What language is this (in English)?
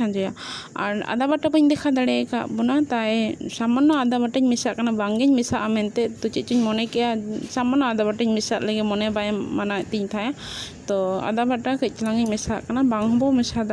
Santali